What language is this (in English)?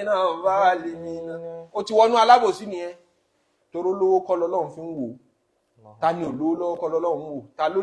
Yoruba